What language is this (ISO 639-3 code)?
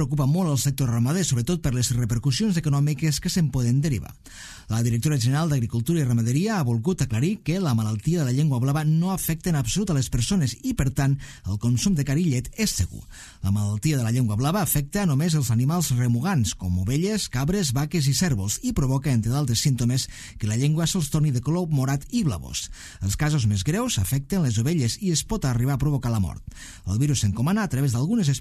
cat